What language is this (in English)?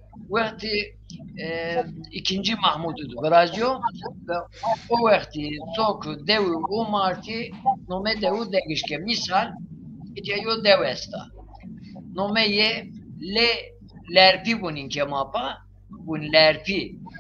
Zaza